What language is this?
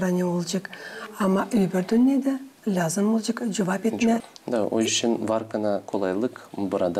Gagauz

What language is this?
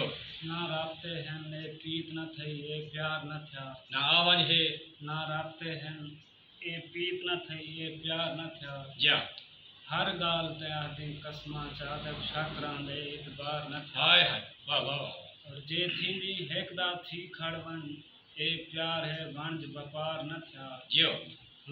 Saraiki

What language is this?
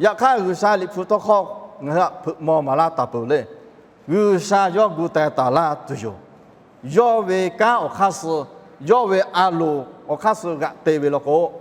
Lahu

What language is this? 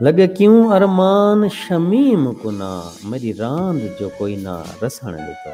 Saraiki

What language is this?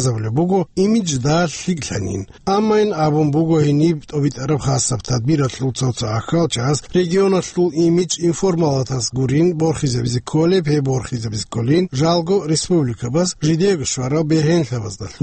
Avaric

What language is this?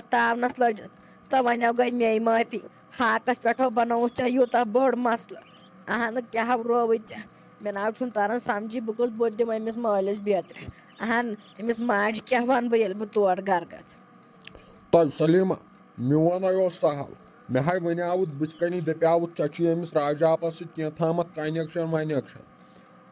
Kashmiri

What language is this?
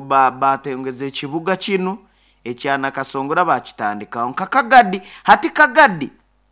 Nyoro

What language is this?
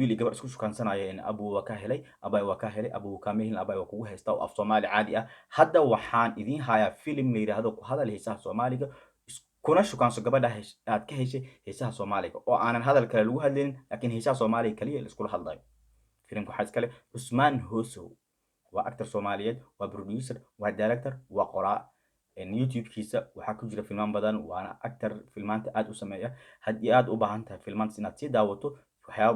Somali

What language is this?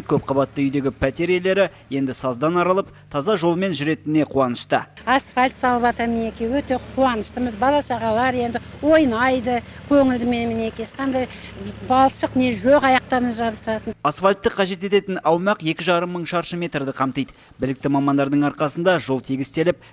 Kazakh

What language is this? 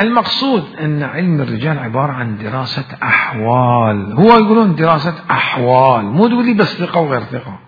Mesopotamian Arabic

